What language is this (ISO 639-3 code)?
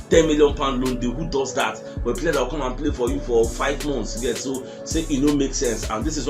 pcm